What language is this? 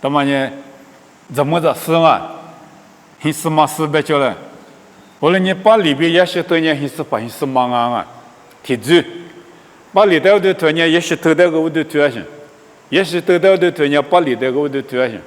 Lisu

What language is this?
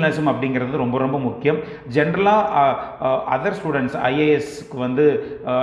Tamil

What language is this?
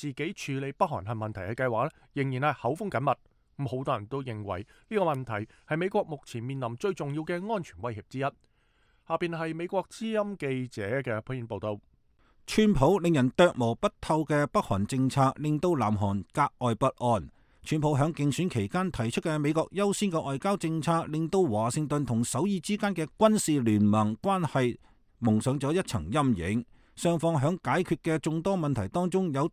Cantonese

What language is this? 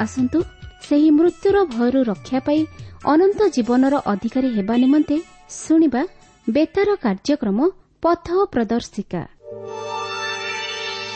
Odia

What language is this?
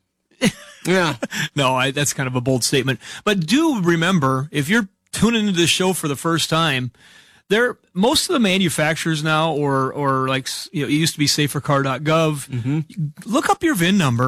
English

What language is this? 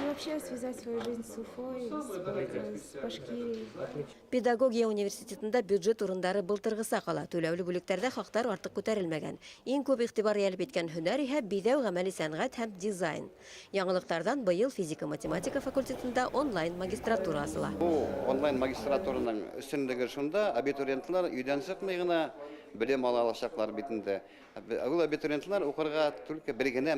Bashkir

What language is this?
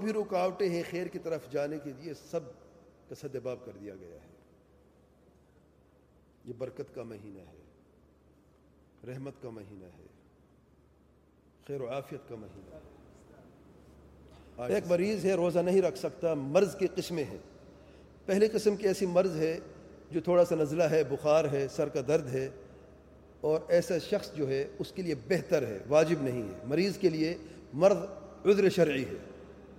Urdu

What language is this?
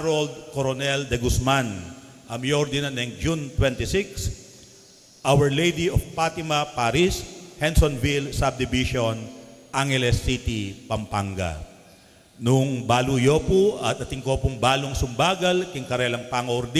Pampanga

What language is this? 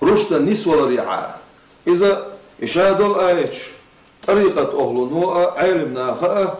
Chechen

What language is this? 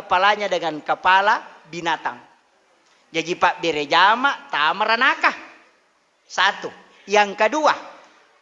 Buginese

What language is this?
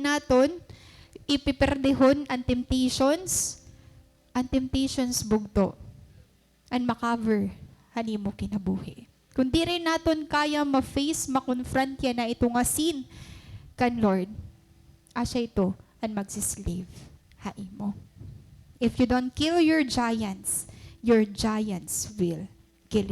Waray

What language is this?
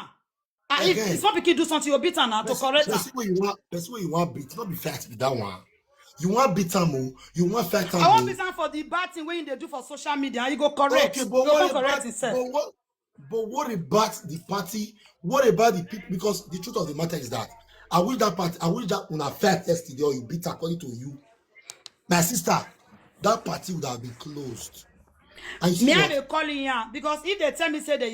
Nigerian Pidgin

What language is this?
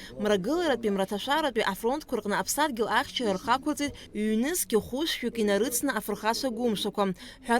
Abkhazian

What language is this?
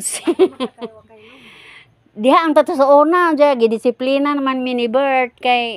Cebuano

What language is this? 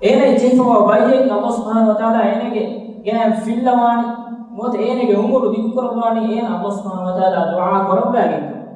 Divehi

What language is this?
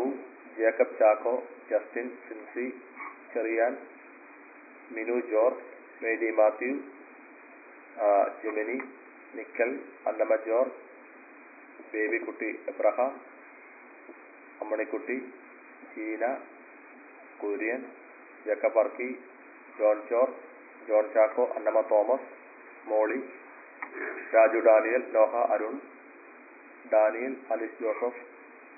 Malayalam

